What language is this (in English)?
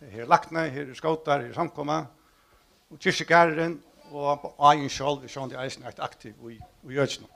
Faroese